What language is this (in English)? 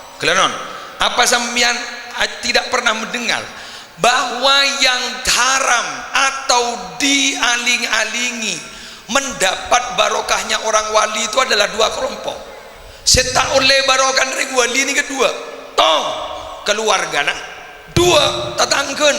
Madurese